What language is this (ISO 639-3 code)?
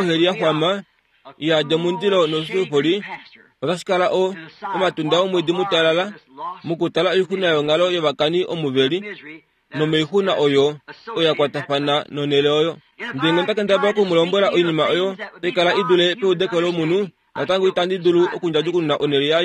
kua